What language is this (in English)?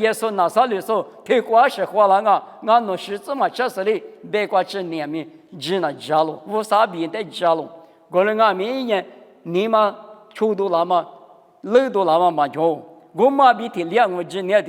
Lisu